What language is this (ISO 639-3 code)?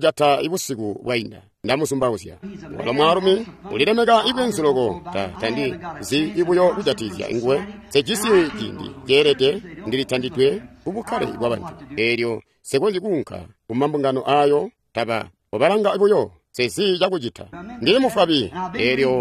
toi